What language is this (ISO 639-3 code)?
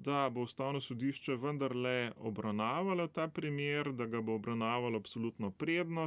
slv